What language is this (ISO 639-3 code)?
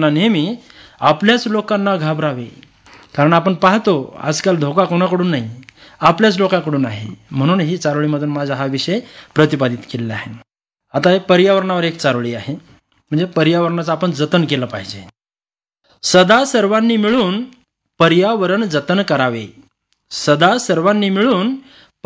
mar